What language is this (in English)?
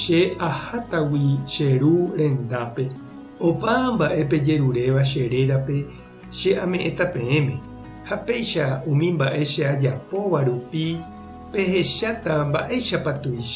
Guarani